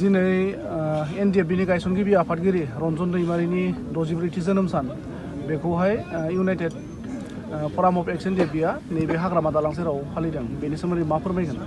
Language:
Bodo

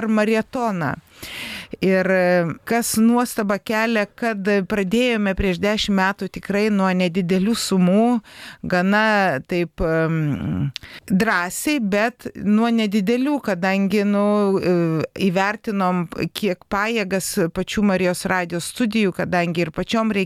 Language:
Lithuanian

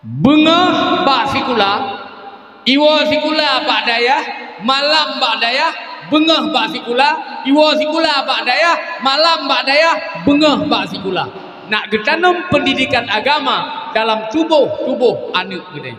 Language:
Achinese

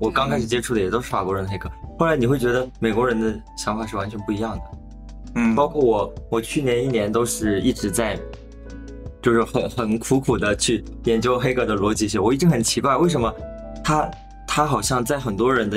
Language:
Chinese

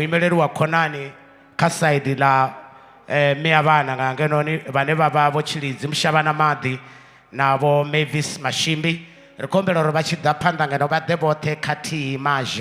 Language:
Venda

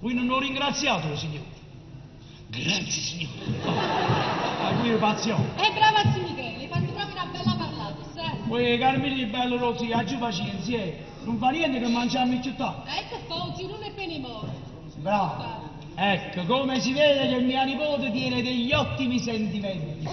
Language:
Neapolitan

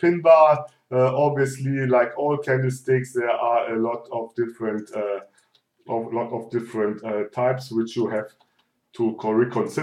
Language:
English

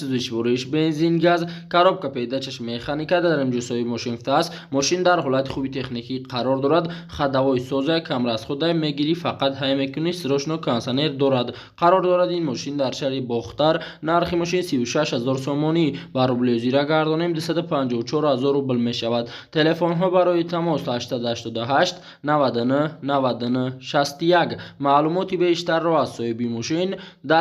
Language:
Tajik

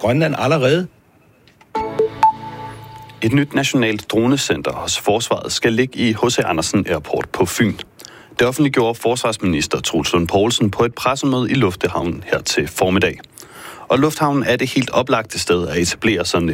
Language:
Danish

